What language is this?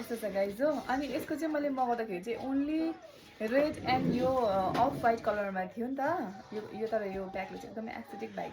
Nepali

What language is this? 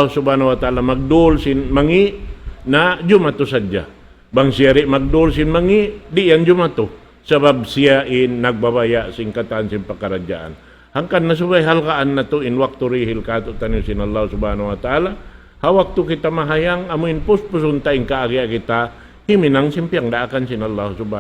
Tausug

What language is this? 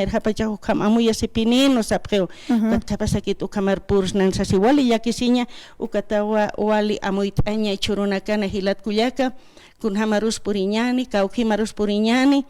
Aymara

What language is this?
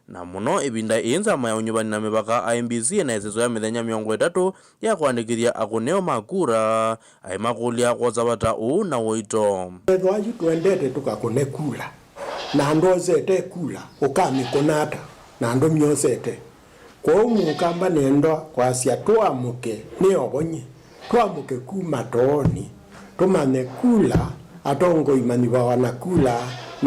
Kamba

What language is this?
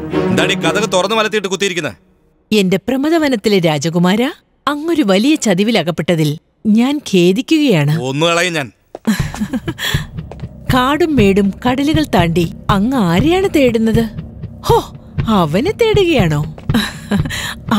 Malayalam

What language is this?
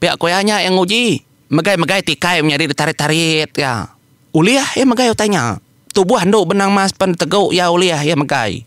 Iban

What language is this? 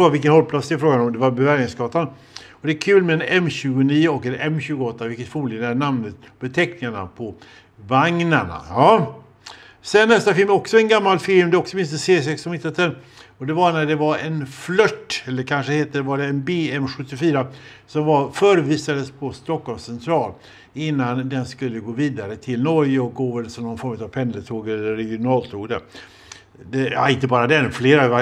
Swedish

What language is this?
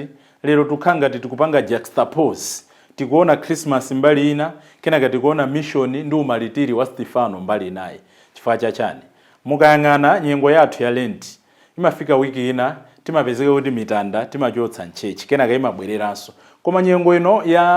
Nyanja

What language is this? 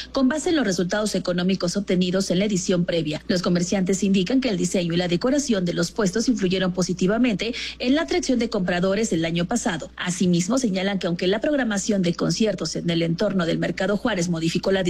Spanish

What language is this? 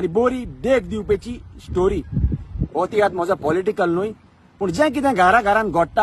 Konkani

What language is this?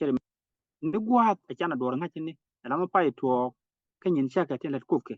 Nuer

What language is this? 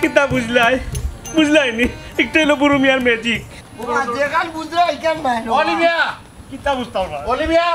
Sylheti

